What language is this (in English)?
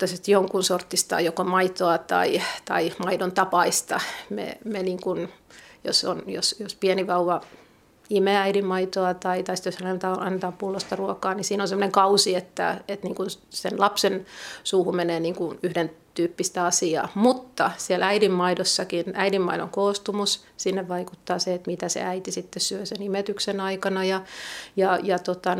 Finnish